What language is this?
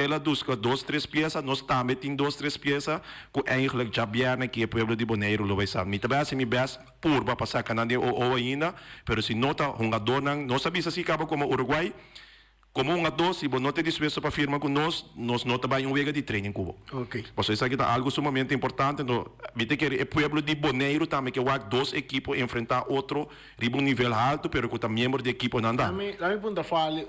Papiamento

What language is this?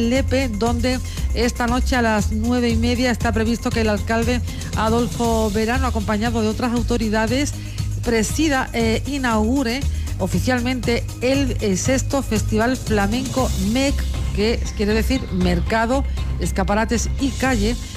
Spanish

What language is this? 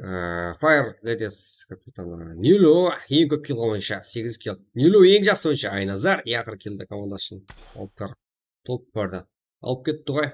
Kara-Kalpak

